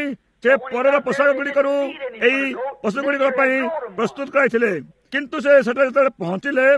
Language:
Odia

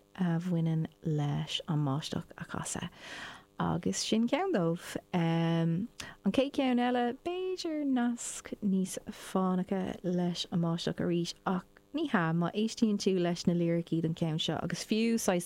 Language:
Irish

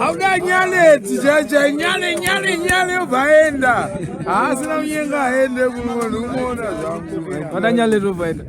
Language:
Shona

